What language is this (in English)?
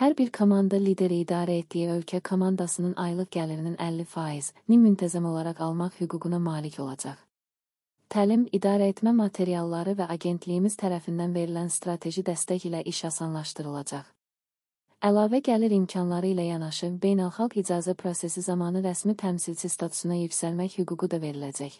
Azerbaijani